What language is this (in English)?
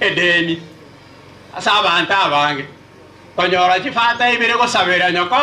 Gusii